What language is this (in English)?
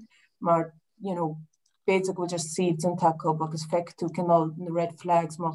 Irish